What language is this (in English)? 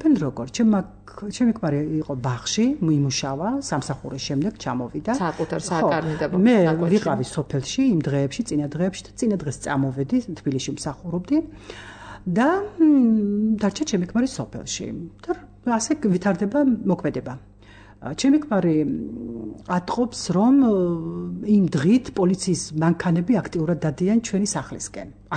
Georgian